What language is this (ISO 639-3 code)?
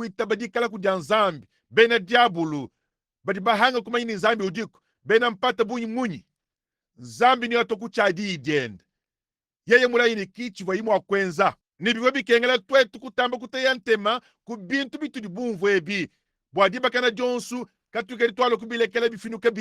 lua